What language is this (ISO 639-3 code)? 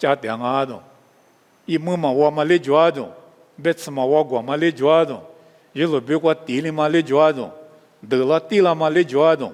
lis